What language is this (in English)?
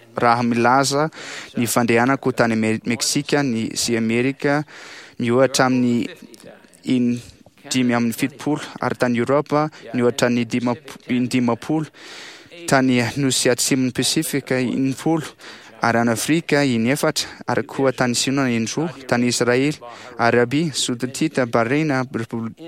Malagasy